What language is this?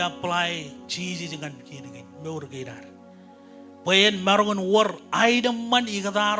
Marshallese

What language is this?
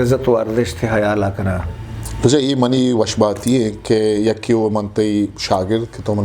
Eastern Balochi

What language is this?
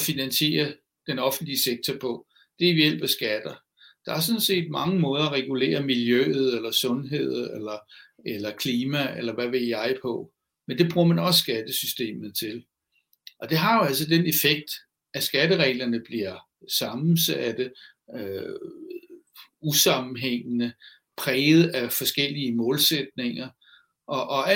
Danish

